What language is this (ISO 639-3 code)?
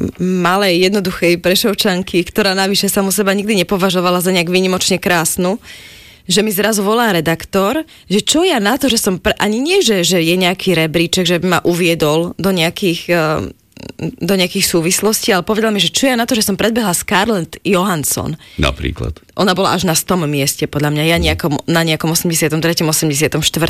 slk